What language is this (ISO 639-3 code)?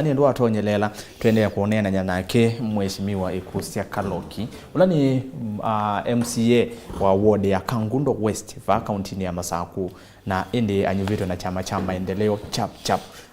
kam